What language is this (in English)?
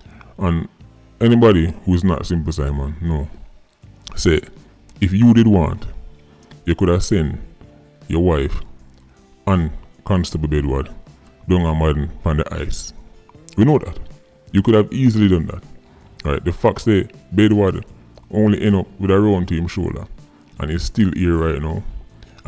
Jamaican Creole English